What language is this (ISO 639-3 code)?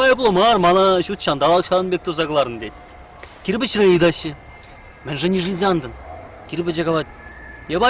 chv